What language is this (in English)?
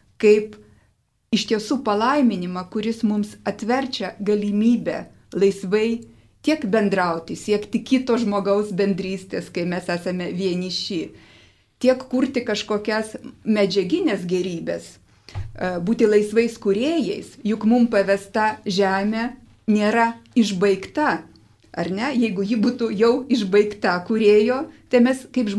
Lithuanian